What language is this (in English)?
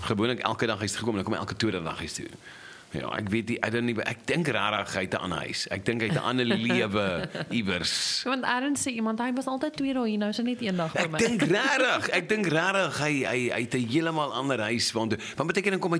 Afrikaans